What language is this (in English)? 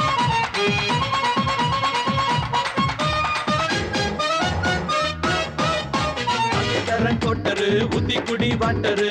Tamil